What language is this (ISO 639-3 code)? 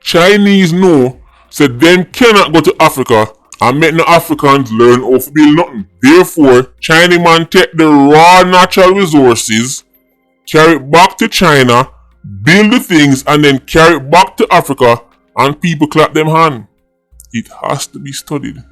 jam